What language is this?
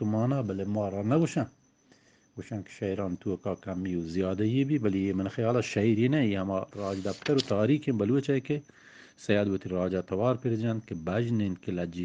Eastern Balochi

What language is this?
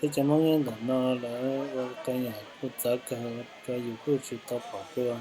Hmong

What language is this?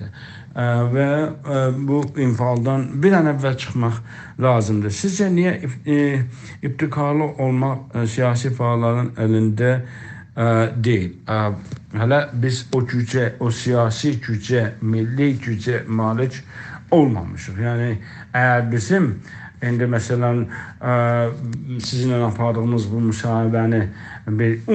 South Azerbaijani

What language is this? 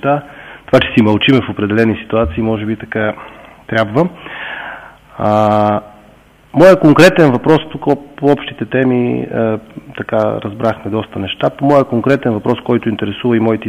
Bulgarian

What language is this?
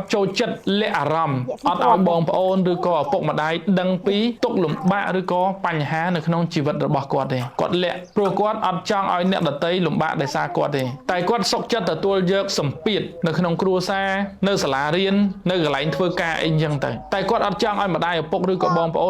Khmer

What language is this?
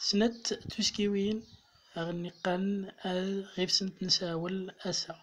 Central Atlas Tamazight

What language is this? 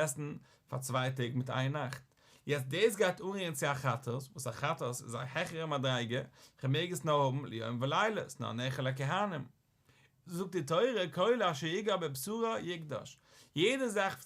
Yiddish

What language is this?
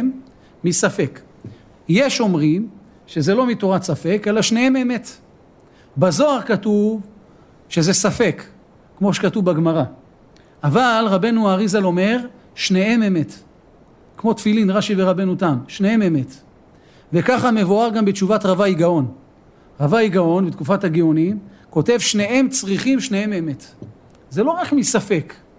Hebrew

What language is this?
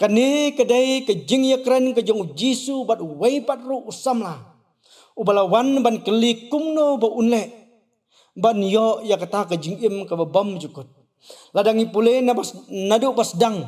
Khasi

